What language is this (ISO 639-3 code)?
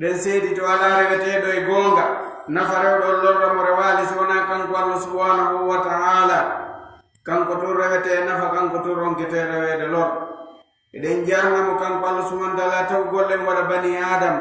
ful